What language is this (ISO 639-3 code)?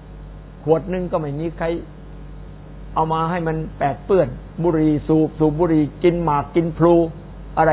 tha